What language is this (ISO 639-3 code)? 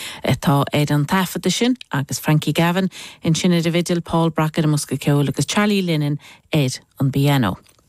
gle